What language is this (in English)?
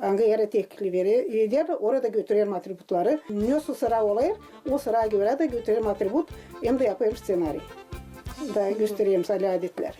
Gagauz